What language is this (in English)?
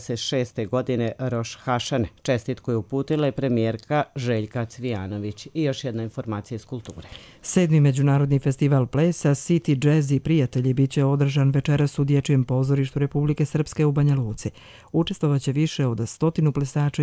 Croatian